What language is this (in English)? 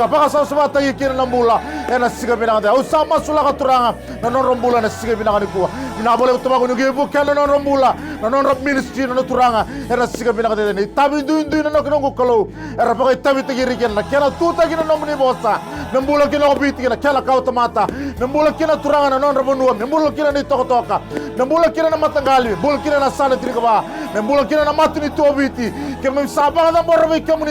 Fijian